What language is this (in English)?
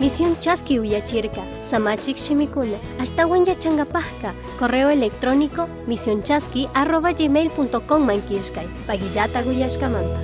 Chimborazo Highland Quichua